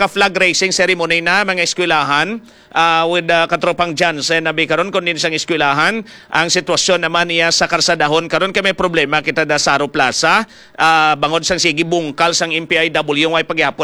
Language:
Hiligaynon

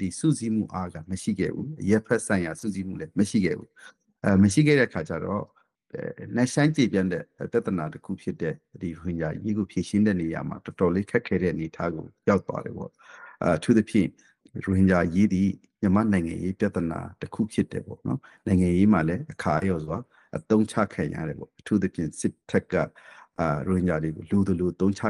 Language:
Burmese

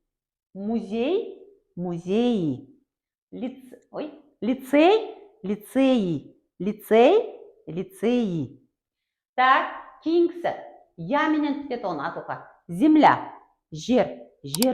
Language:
Kara-Kalpak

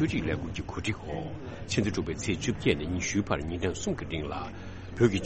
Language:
Tibetan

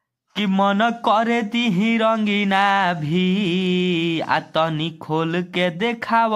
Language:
Bhojpuri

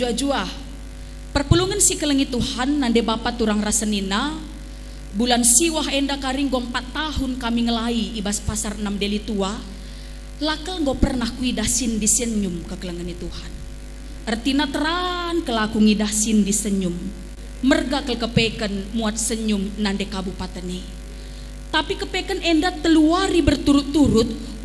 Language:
Batak Karo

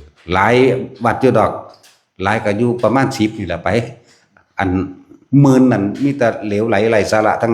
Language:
Northeastern Thai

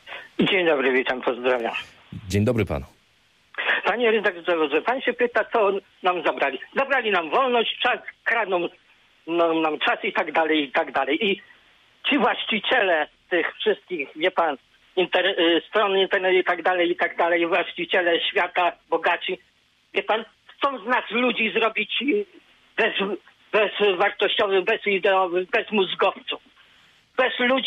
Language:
Polish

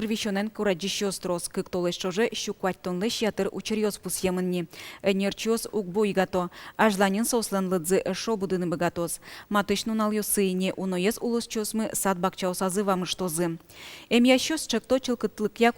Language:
Udmurt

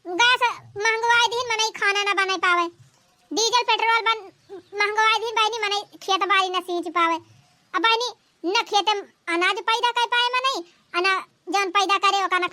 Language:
Awadhi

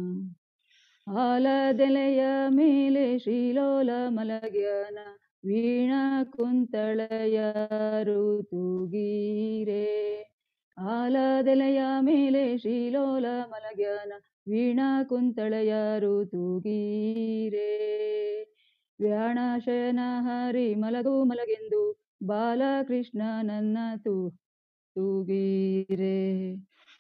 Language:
Kannada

